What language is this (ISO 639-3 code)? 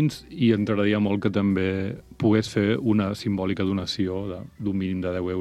cat